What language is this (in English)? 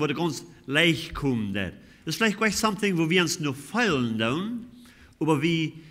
Plautdietsch